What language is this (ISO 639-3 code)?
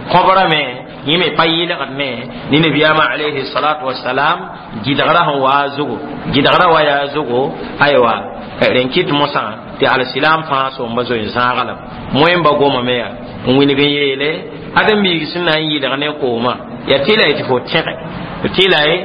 mos